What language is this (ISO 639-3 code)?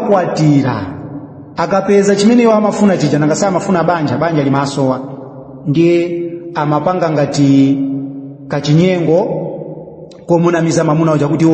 nya